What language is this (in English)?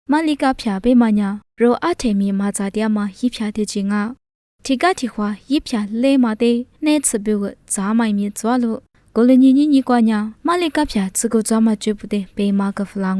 Lisu